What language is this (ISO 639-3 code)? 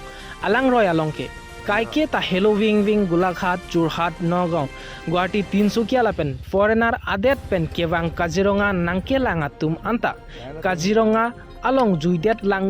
mjw